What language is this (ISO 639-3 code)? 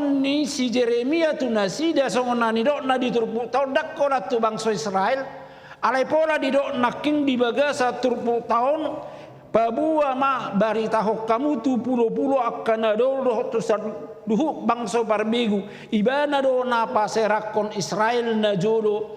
bbc